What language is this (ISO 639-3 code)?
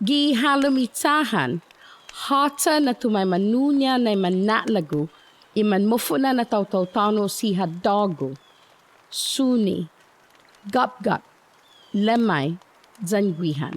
cha